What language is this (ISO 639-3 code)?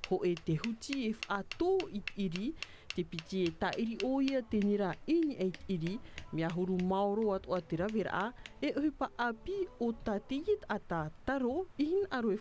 tah